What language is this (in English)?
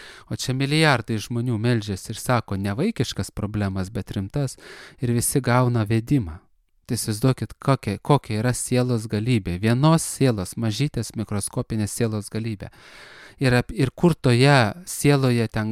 Lithuanian